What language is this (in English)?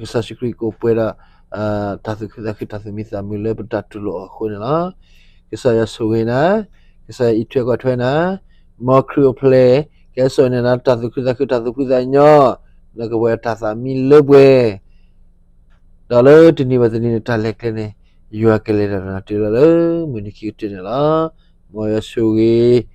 S'gaw Karen